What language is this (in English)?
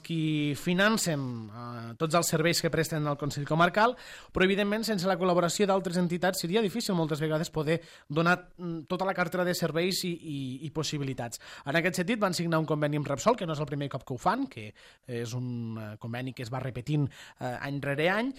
Catalan